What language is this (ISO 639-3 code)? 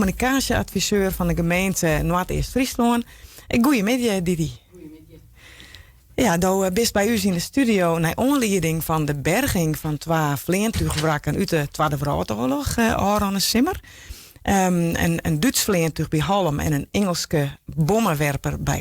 fry